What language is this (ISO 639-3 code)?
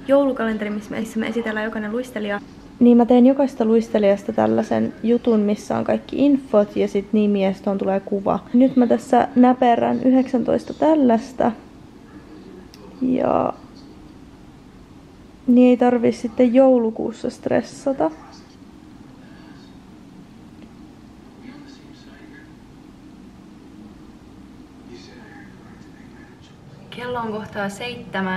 fin